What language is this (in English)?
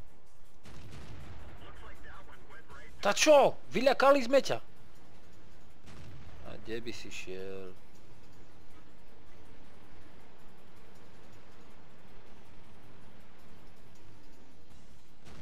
Slovak